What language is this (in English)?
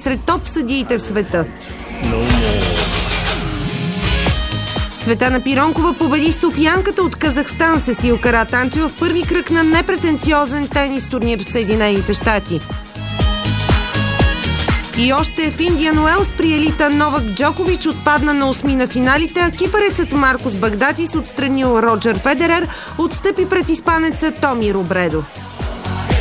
Bulgarian